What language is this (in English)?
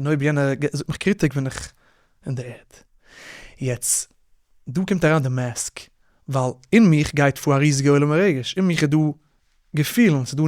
Yiddish